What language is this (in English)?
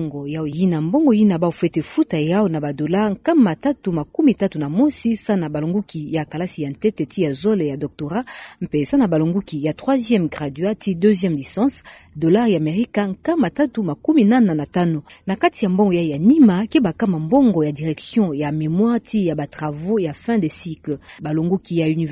Kituba (Democratic Republic of Congo)